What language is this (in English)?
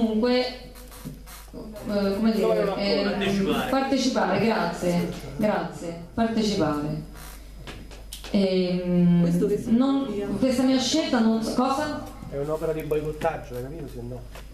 Italian